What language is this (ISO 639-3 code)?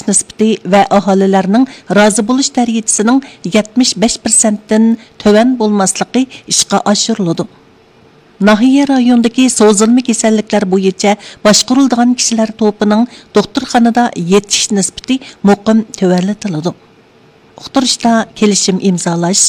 uig